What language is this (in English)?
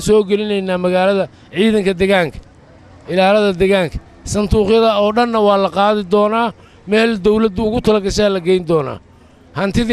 Somali